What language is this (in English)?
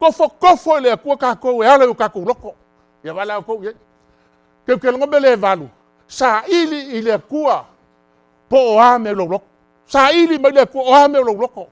Samoan